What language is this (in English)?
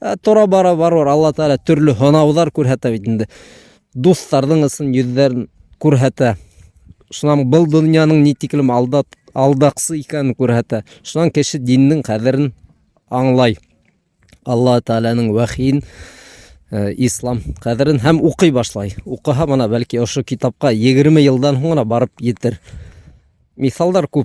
Bashkir